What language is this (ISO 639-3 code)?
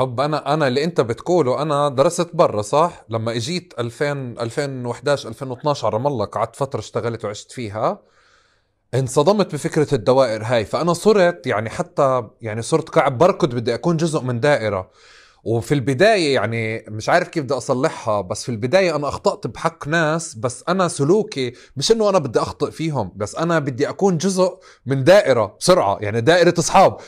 apc